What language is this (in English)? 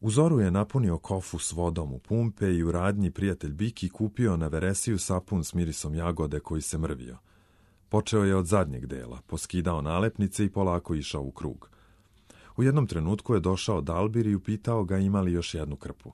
Serbian